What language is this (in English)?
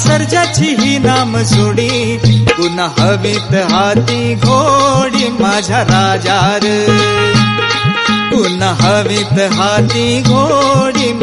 Marathi